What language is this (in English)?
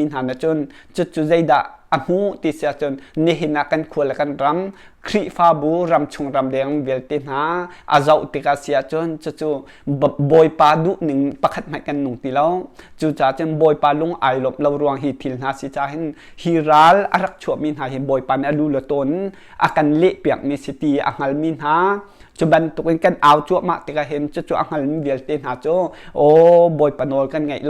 Hakha Chin